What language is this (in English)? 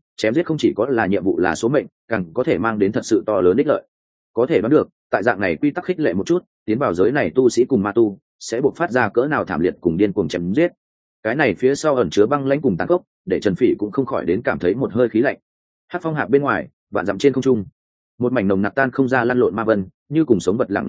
Vietnamese